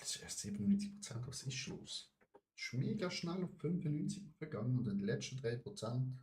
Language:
Swiss German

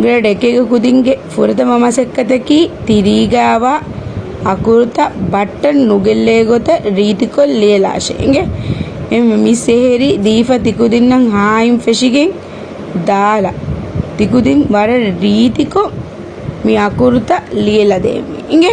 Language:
Divehi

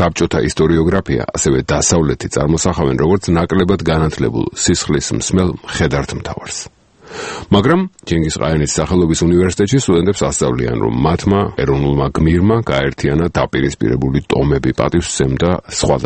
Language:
Georgian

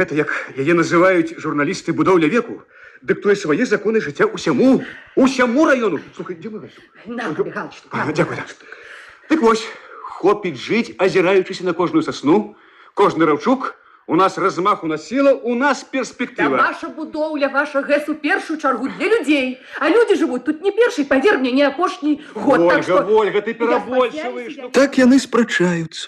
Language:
Belarusian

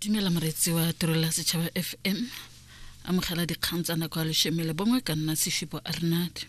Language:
Tswana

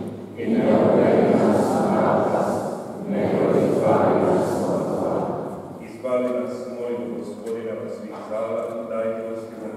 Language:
Croatian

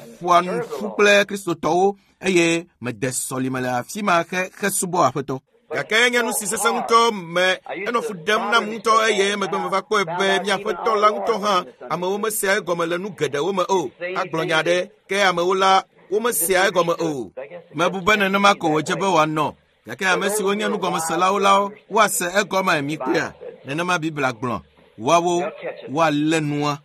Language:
Ewe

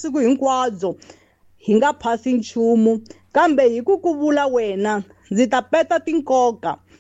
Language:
Tsonga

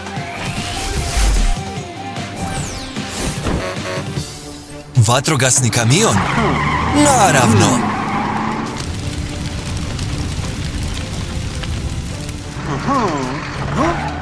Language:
Croatian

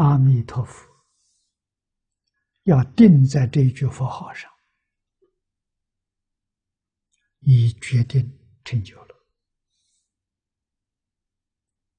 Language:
Chinese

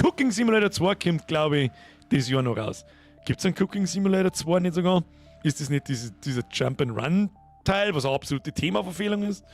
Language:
Bavarian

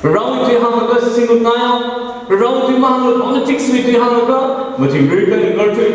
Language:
Tangkhul Naga (India)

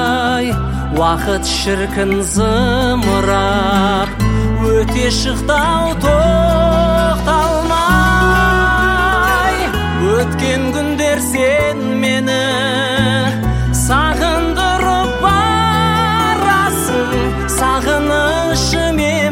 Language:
Kazakh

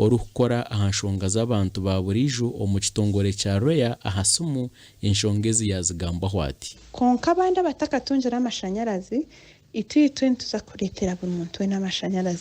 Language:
Nyankole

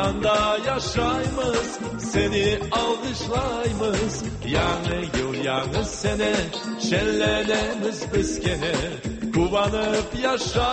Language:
Tatar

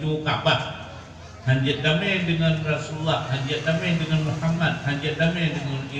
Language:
Achinese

